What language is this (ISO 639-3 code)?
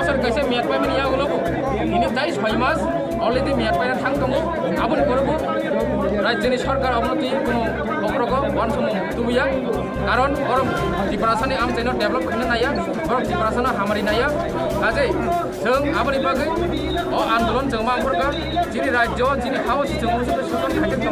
trp